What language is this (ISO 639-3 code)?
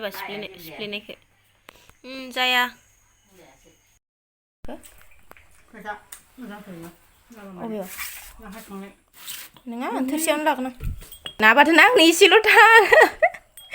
brx